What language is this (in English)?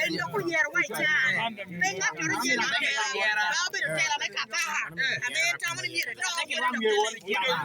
Lango (Uganda)